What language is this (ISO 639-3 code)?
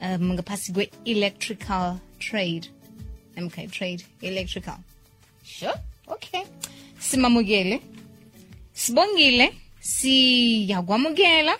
nbl